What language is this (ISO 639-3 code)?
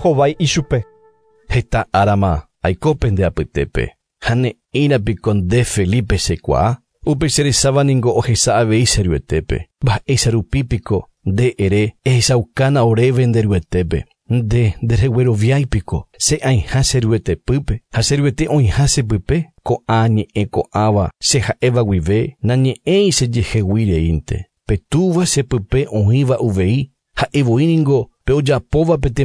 grn